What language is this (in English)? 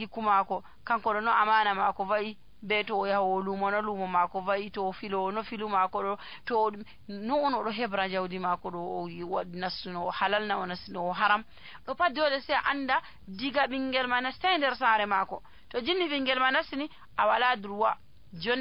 Nigerian Fulfulde